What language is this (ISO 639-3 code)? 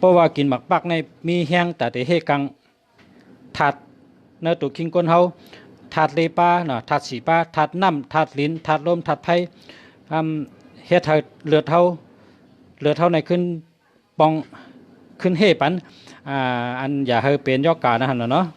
shn